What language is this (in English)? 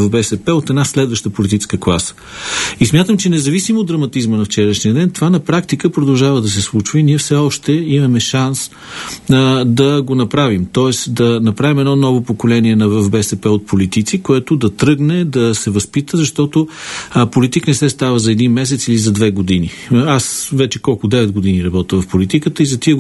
Bulgarian